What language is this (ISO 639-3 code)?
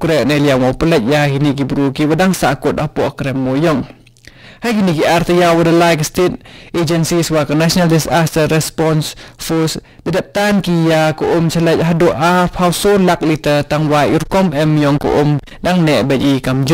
kha